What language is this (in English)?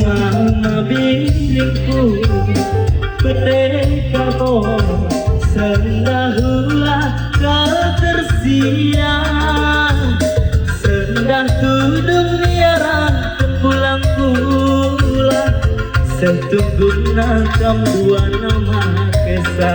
Batak Karo